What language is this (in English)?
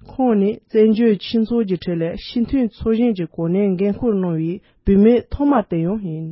Tibetan